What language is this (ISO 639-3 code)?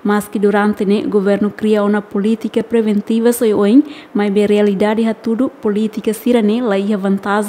tet